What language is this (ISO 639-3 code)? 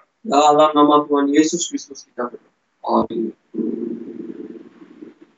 msa